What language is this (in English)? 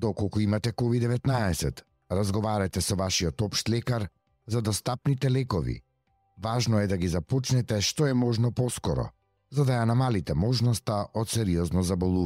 Macedonian